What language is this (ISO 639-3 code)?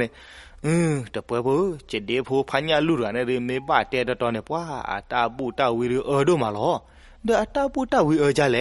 ksw